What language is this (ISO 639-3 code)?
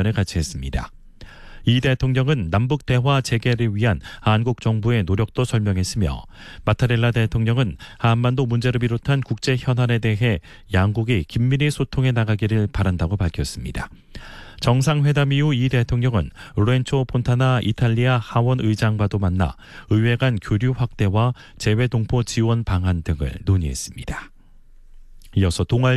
kor